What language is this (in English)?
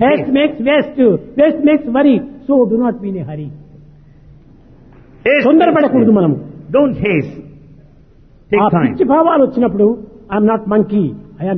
Telugu